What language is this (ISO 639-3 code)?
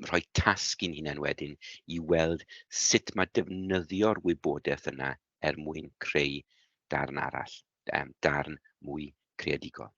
cym